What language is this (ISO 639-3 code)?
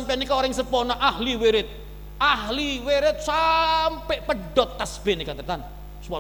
mad